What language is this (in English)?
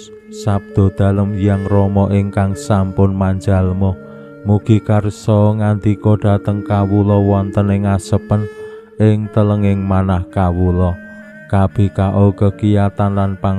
Javanese